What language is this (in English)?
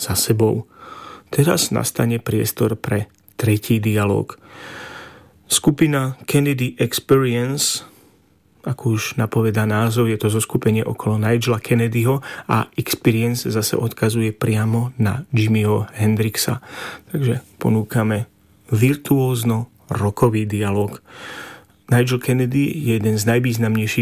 Slovak